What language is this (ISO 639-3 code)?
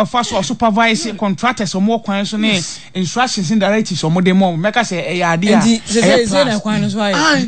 aka